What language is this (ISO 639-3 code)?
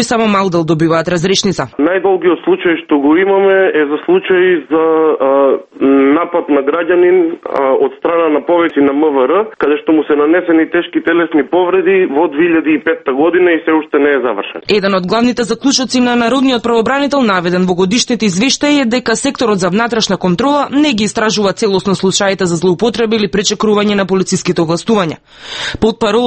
mkd